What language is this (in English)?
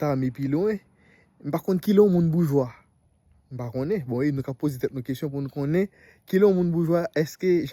Haitian Creole